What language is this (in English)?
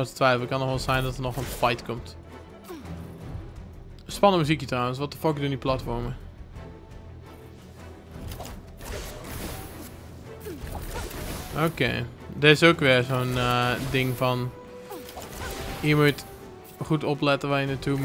Dutch